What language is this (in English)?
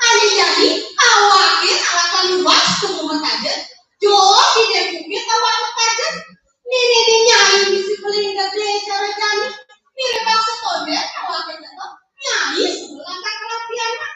Balinese